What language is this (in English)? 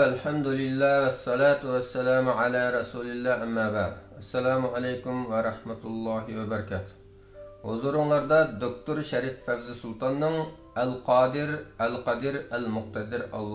Uyghur